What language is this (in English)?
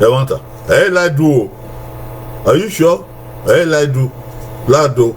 Bini